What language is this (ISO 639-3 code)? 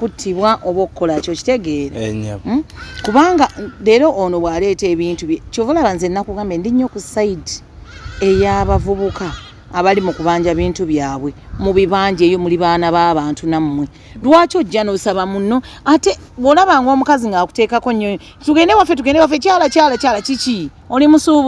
lug